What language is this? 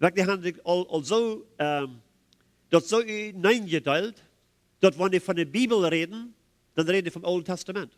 Plautdietsch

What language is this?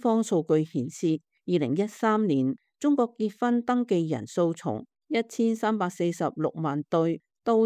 Cantonese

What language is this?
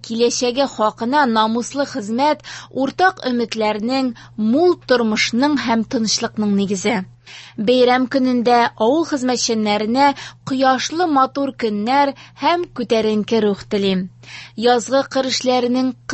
Tatar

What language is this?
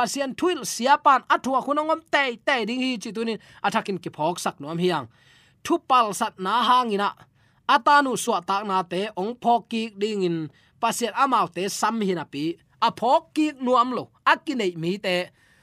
Tedim Chin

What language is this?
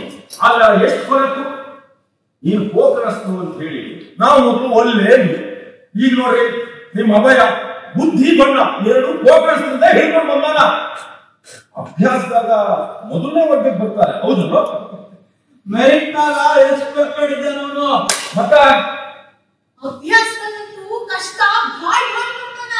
Kannada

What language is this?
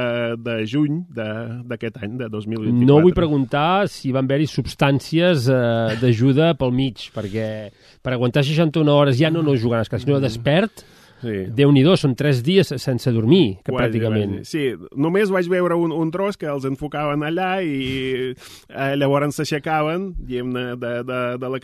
Catalan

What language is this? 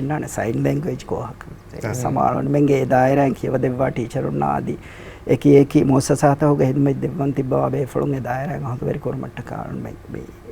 Divehi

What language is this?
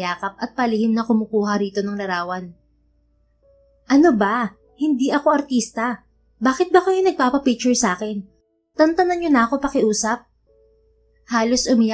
Filipino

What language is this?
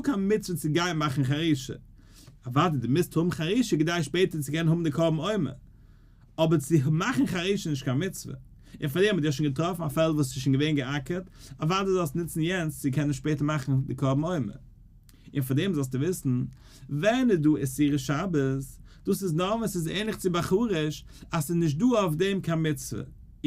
Yiddish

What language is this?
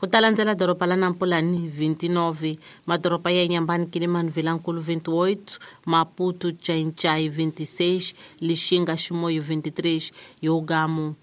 Tsonga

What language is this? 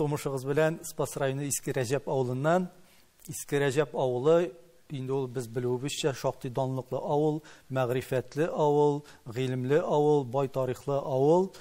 Tatar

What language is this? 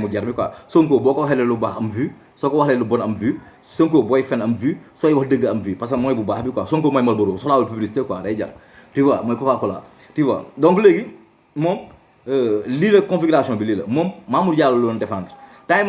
Wolof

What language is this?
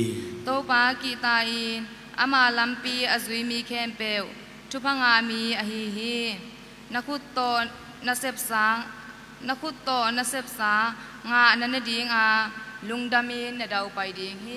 Tedim Chin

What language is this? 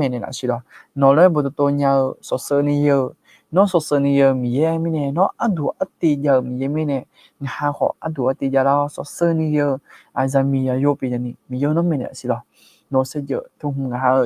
Akha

